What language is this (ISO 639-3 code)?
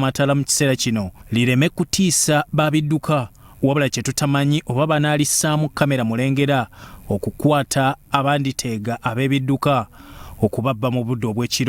lug